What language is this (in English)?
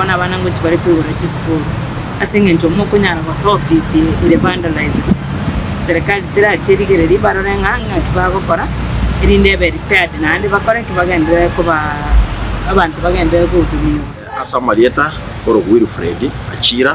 Gusii